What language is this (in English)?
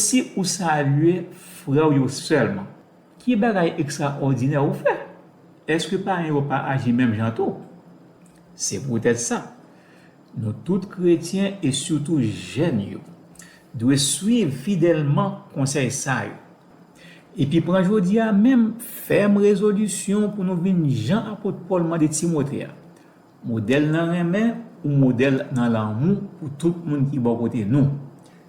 Haitian Creole